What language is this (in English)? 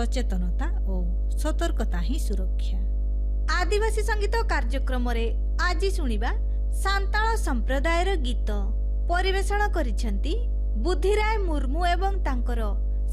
Odia